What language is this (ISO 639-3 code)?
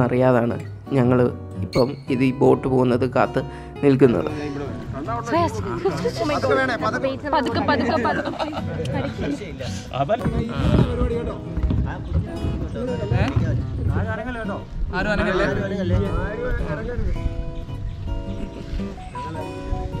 mal